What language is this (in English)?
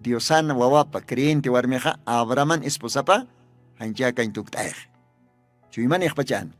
Aymara